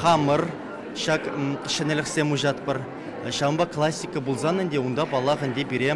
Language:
Chuvash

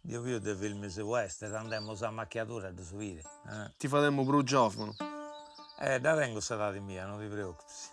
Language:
Sardinian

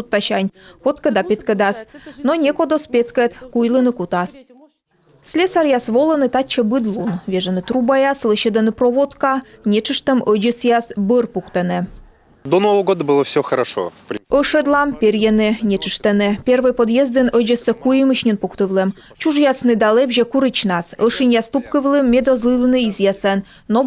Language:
Komi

